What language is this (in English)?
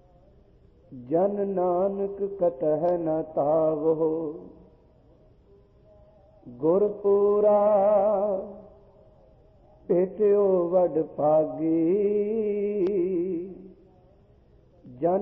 Punjabi